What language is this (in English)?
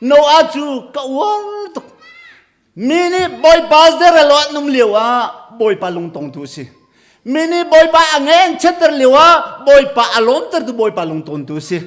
Hakha Chin